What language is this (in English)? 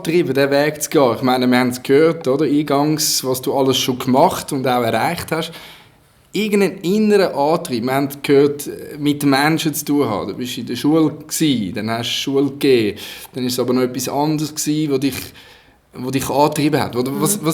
Swiss German